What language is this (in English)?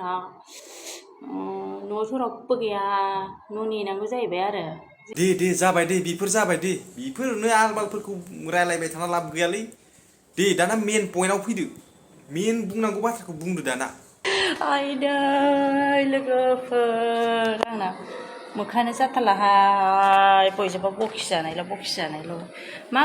Bodo